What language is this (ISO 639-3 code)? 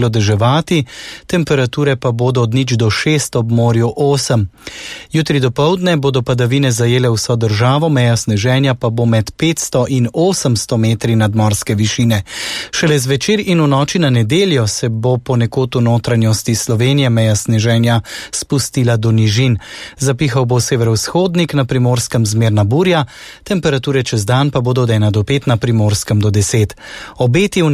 slv